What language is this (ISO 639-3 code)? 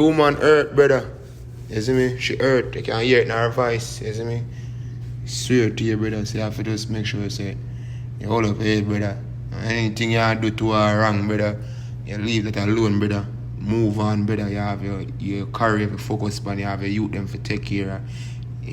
jam